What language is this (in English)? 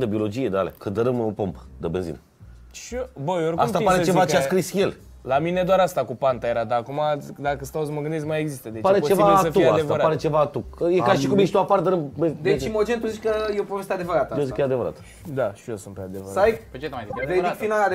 Romanian